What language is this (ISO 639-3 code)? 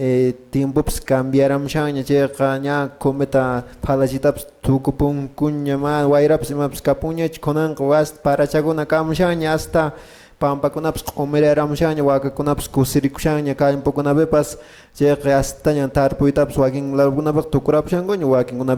que